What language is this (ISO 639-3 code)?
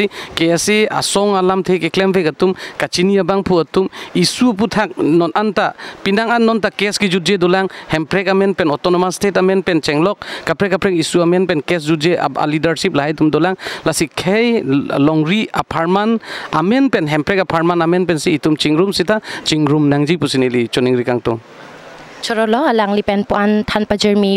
mjw